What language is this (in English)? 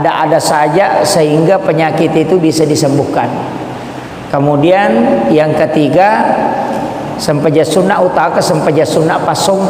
Buginese